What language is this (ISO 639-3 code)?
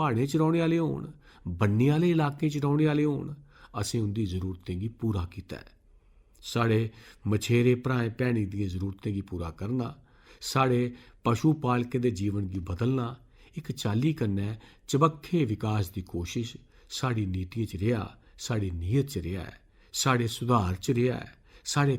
doi